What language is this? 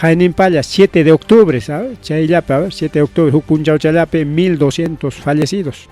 Ayacucho Quechua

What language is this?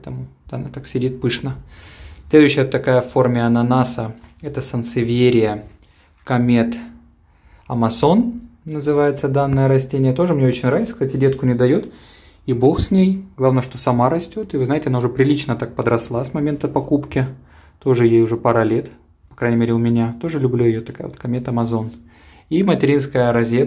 Russian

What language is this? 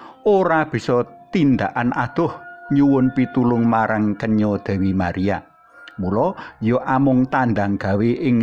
Javanese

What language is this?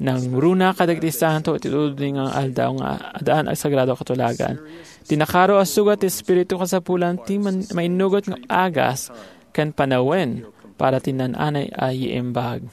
Iloko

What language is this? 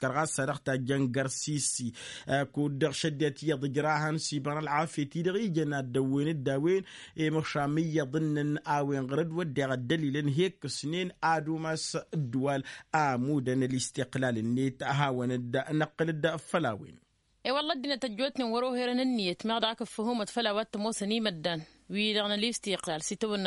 Tamasheq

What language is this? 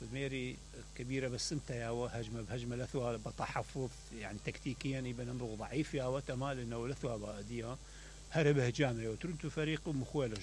Mesopotamian Arabic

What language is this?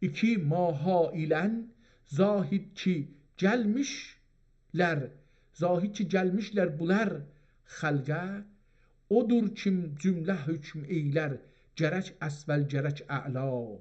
South Azerbaijani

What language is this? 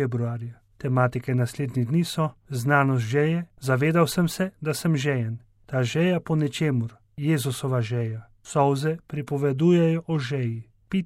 Slovenian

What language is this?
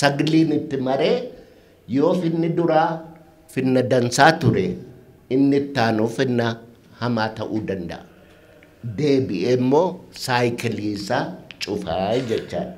Oromo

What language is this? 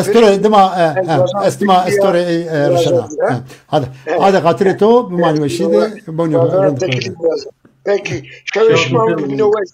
Zaza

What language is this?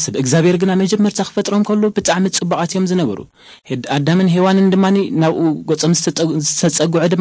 Tigrinya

